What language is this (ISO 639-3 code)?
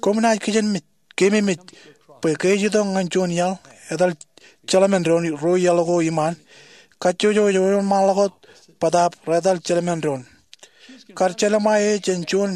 mah